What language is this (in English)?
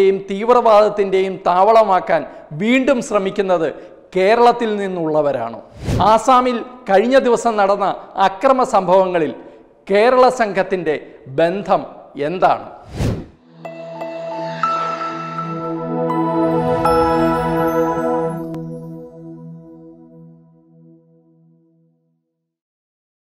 Malayalam